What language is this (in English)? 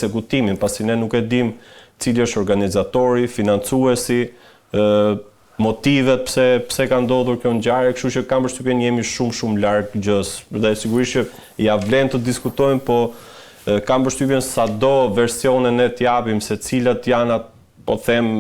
Albanian